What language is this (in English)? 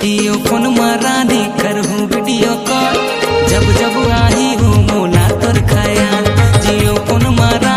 Chhattisgarhi